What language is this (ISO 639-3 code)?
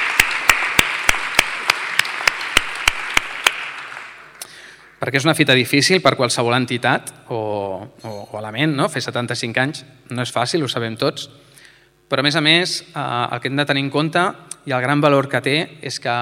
cat